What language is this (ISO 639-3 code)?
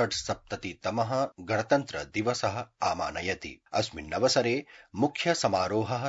san